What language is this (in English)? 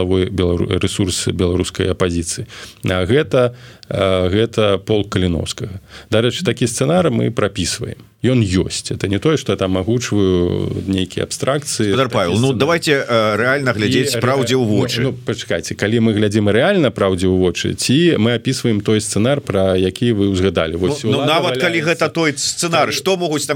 Belarusian